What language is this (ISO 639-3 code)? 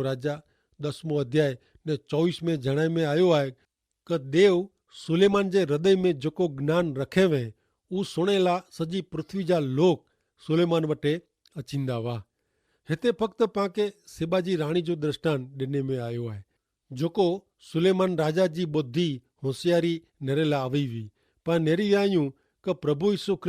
kfr